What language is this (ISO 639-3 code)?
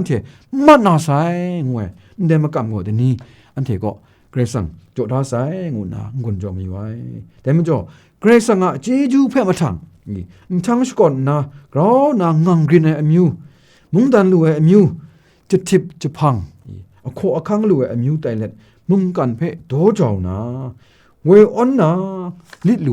kac